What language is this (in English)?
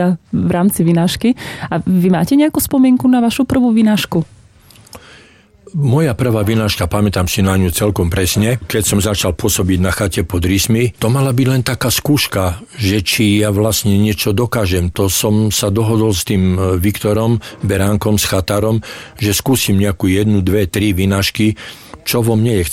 Slovak